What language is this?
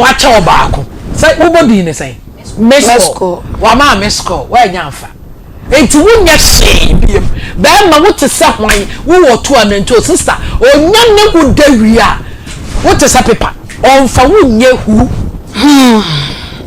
Akan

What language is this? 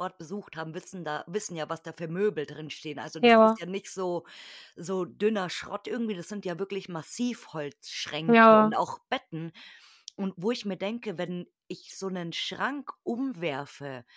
German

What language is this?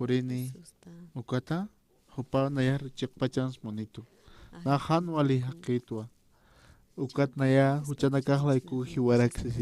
Aymara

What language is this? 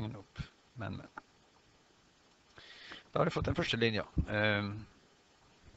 Norwegian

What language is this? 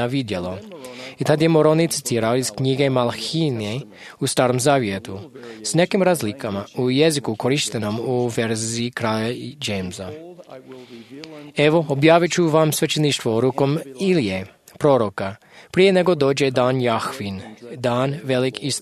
Croatian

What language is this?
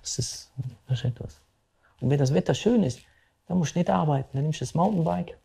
Romansh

